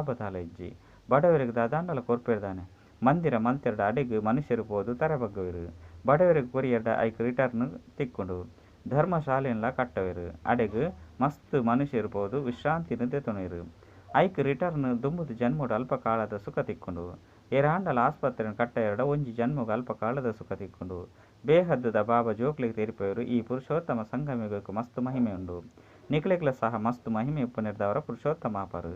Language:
Tulu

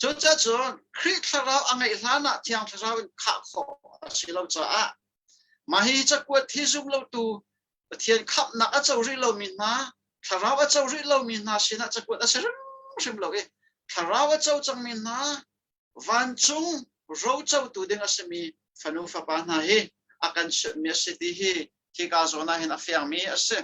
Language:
Hakha Chin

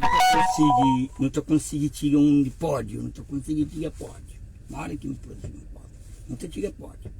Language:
Kabuverdianu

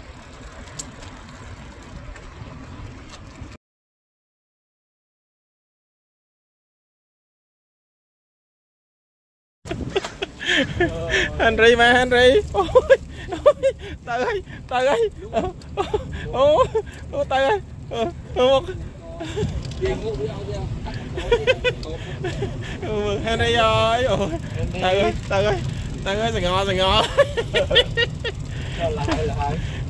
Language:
Vietnamese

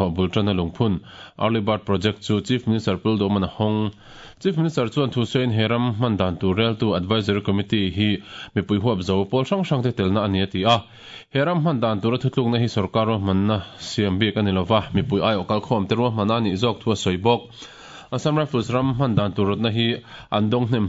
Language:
Mizo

